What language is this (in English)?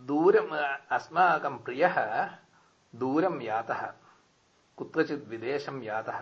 Sanskrit